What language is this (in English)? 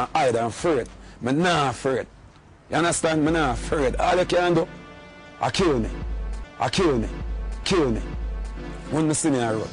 Jamaican Creole English